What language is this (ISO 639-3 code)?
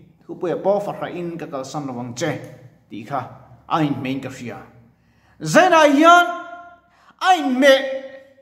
lus